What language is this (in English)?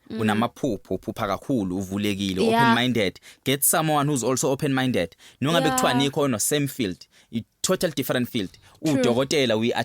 Zulu